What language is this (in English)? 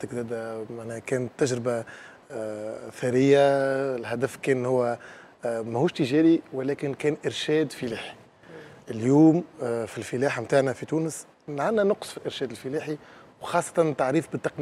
Tunisian Arabic